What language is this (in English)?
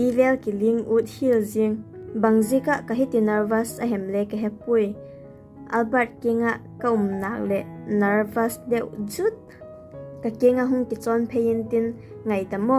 Vaiphei